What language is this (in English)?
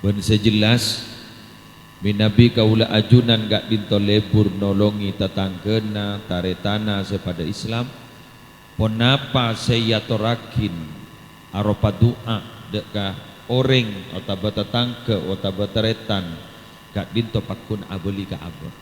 Madurese